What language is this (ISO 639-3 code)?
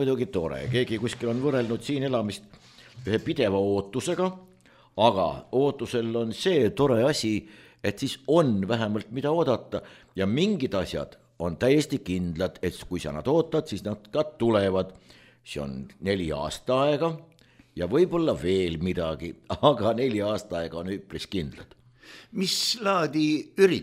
est